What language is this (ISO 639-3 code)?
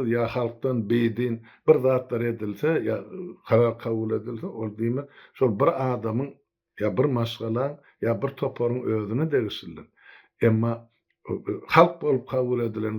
tuk